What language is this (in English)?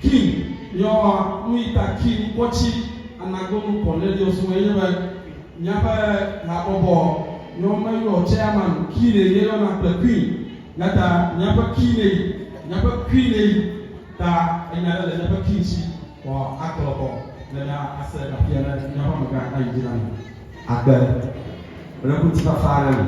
Ewe